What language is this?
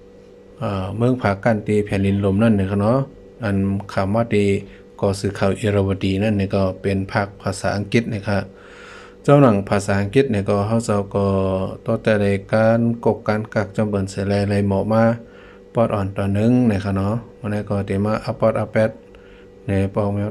Shan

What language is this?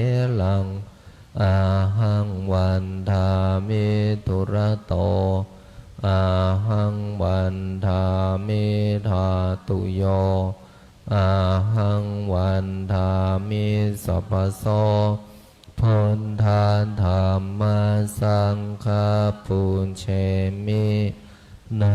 Pali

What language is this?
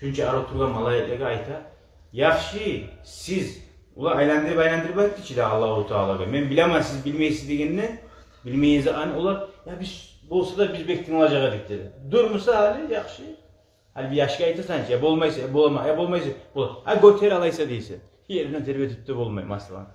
Kumyk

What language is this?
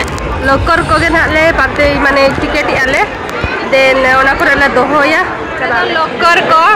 Santali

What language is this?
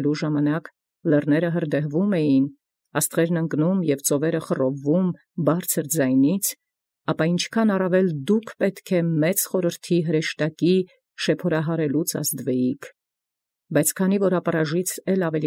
Armenian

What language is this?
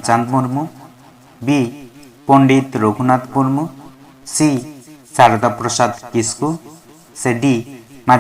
Santali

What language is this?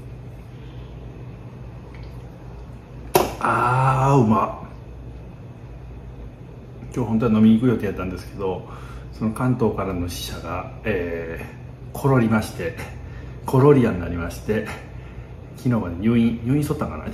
Japanese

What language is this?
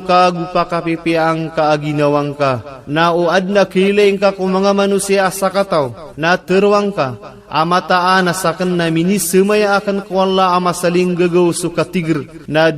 Maranao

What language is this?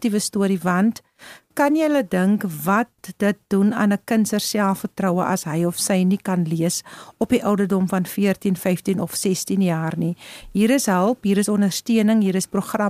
Afrikaans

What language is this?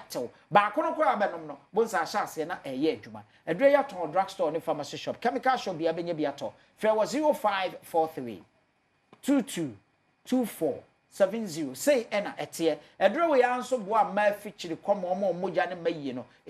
Akan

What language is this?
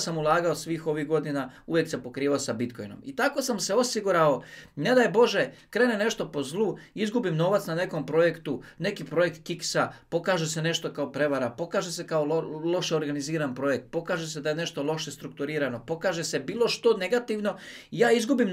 Croatian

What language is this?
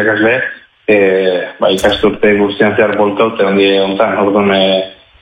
Basque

